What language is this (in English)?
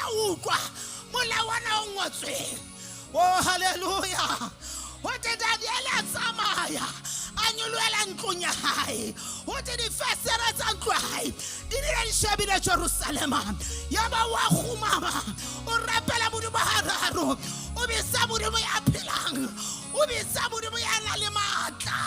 Southern Sotho